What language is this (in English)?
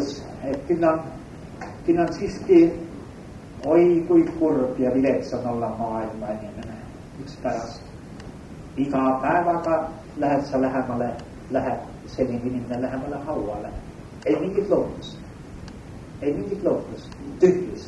Estonian